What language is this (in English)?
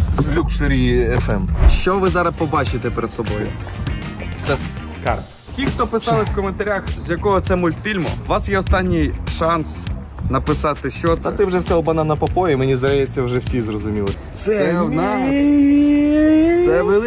Ukrainian